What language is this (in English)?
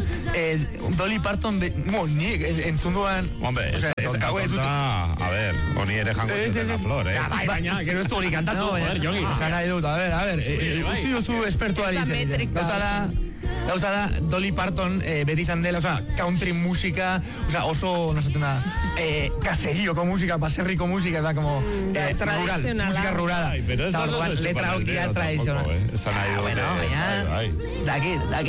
Basque